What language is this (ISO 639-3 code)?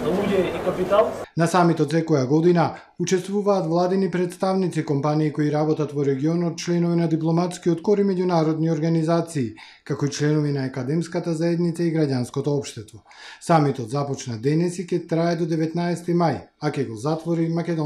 mkd